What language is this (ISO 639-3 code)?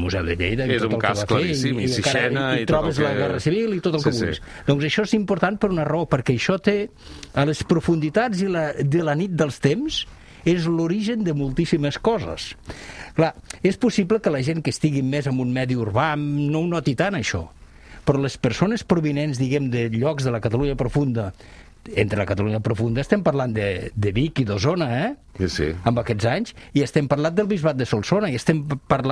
cat